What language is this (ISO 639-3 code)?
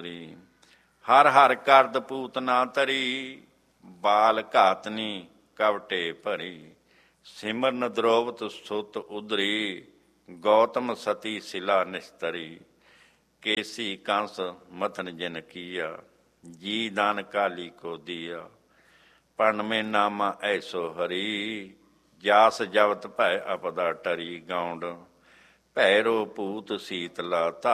pan